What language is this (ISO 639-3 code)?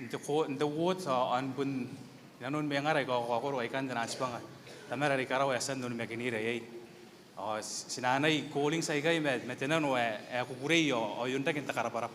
gil